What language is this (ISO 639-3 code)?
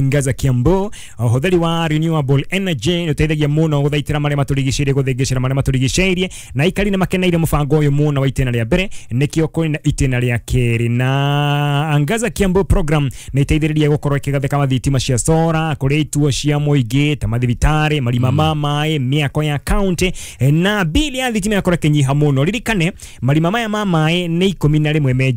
kik